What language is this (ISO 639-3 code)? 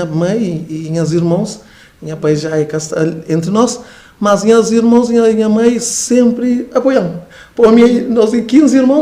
kea